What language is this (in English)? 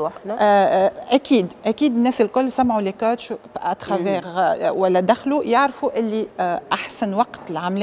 Tunisian Arabic